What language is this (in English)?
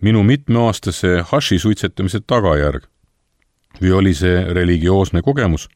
Estonian